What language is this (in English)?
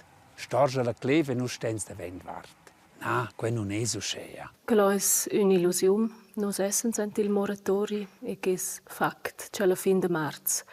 Romansh